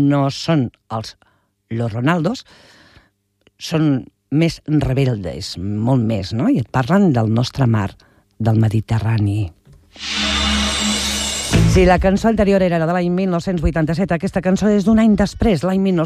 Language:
Catalan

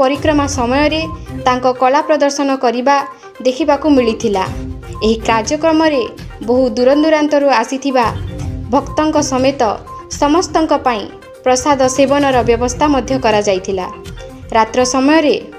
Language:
Odia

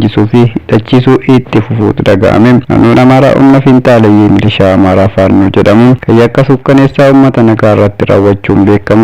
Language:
Oromo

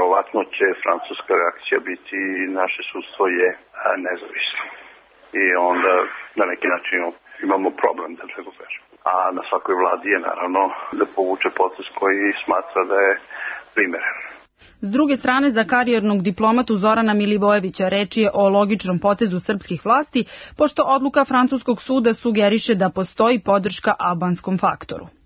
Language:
Serbian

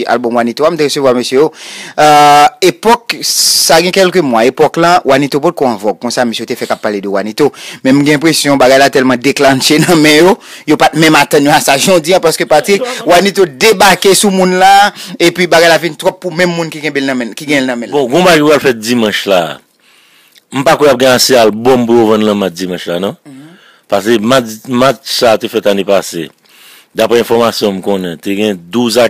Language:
Haitian Creole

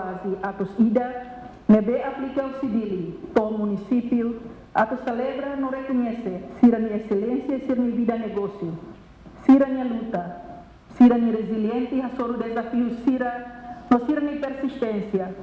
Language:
Tetum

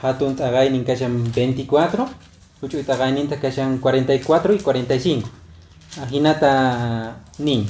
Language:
Quechua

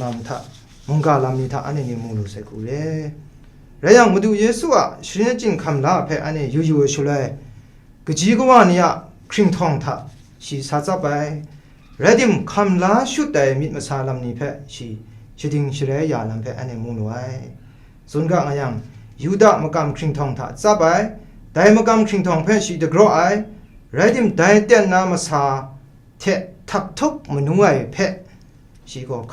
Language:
Kachin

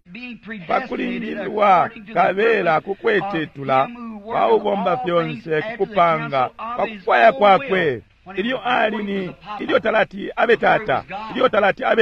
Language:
Bemba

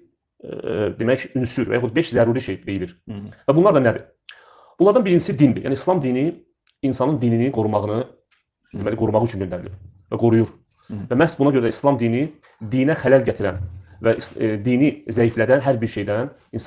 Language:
Azerbaijani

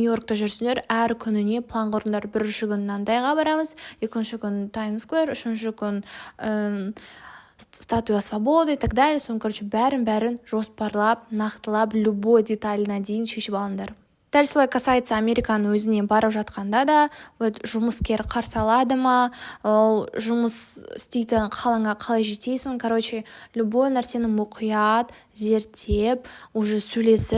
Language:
Kazakh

